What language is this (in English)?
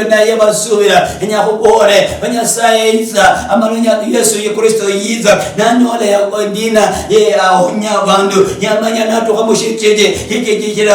Luyia